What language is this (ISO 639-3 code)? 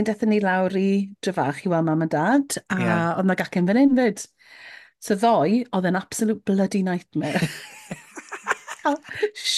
cym